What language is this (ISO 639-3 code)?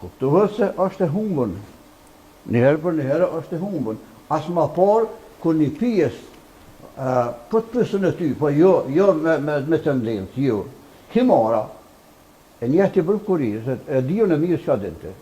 sqi